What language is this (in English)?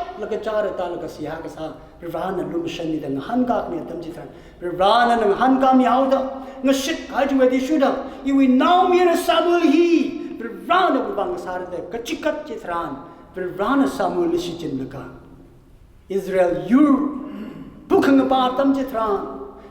Tangkhul Naga (India)